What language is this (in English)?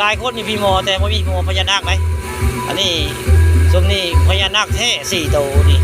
Northeastern Thai